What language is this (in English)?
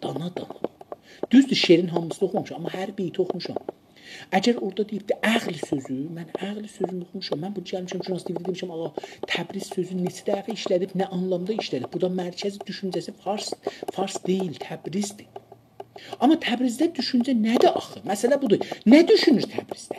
South Azerbaijani